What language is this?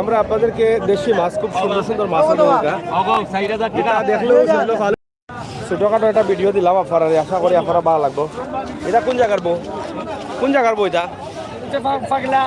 Sylheti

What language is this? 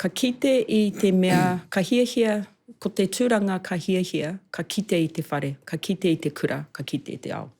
Māori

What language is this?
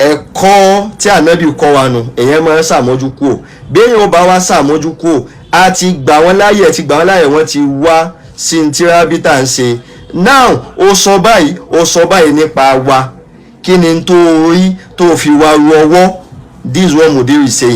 Yoruba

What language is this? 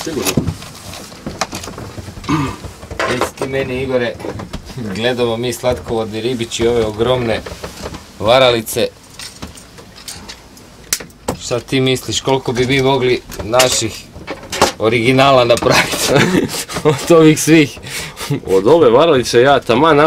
Croatian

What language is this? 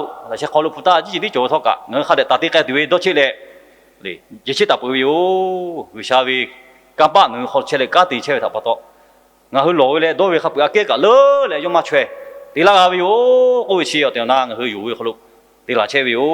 Lahu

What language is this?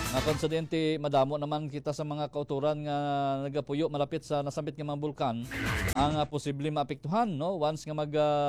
Hiligaynon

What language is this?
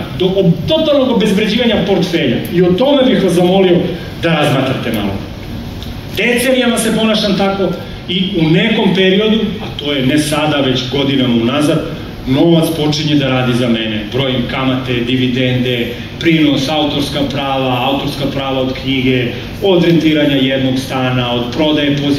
Serbian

